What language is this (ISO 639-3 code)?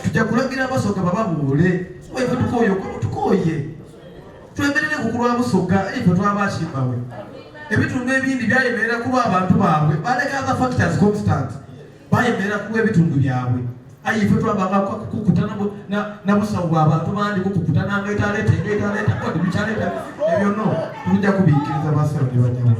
xog